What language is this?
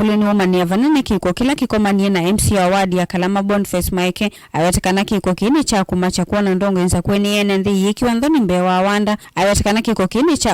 Kamba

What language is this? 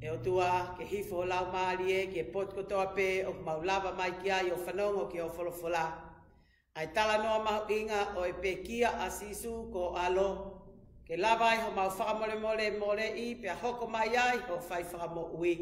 Tongan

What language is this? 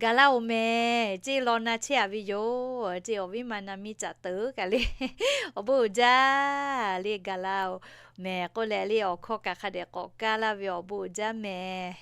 Lahu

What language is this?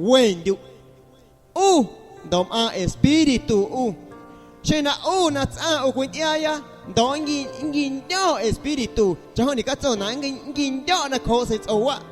Guerrero Amuzgo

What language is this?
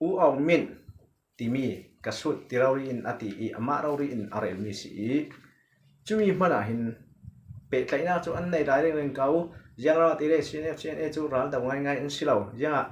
Falam Chin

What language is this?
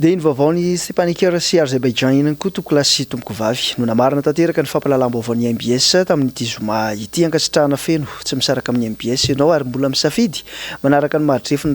Malagasy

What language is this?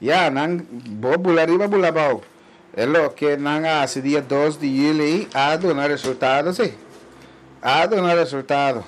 Papiamento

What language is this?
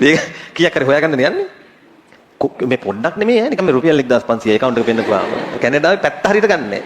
Sinhala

